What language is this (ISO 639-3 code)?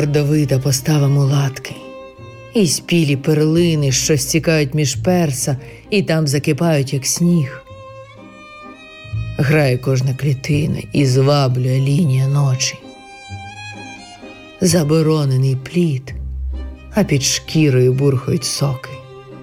ukr